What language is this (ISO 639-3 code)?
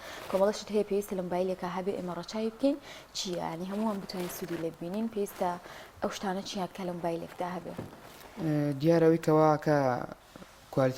ckb